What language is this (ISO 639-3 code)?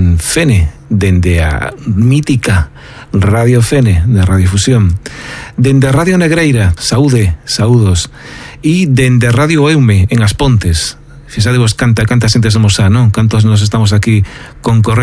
glg